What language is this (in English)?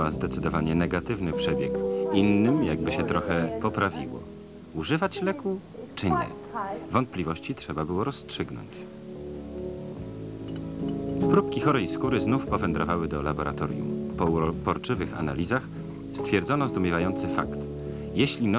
Polish